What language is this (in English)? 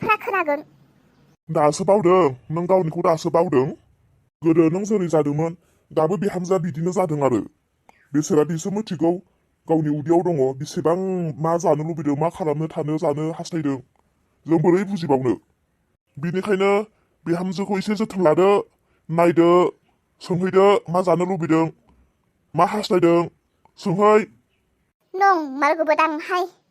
Bodo